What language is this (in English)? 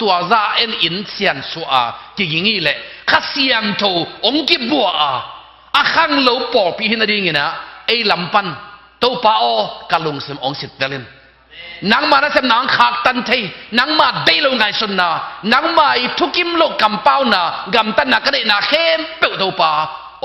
Tedim Chin